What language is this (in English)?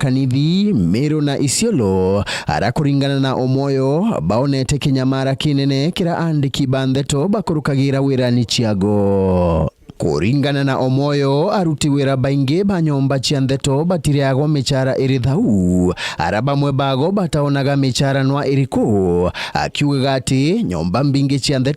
Meru